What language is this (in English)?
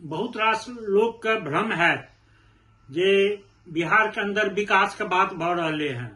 Maithili